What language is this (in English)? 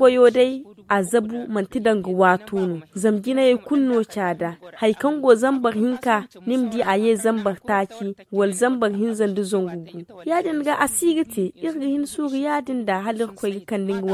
Zarma